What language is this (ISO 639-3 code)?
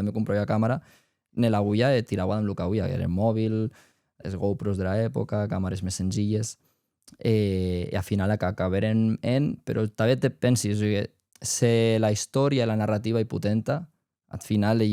oci